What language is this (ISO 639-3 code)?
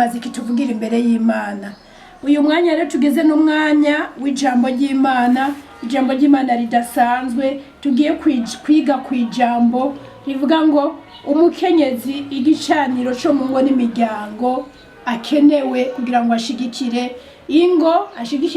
run